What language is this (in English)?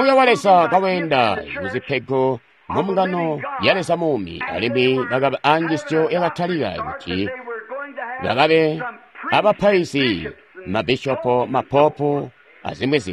Tonga (Zambia)